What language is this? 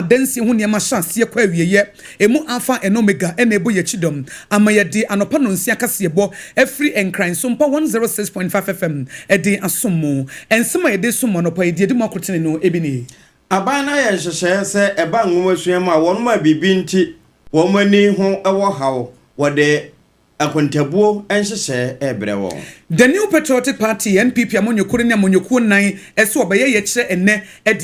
Akan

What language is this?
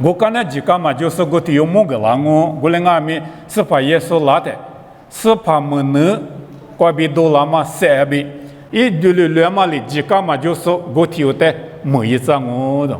Lisu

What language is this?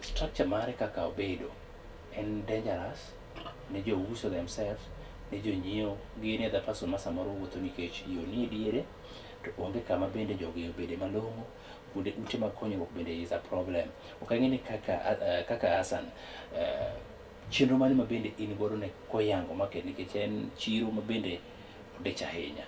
Luo (Kenya and Tanzania)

